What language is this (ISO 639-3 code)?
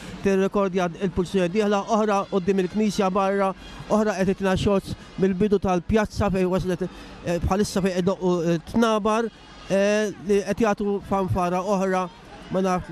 mlt